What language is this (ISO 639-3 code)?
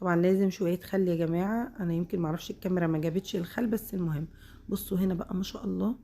arz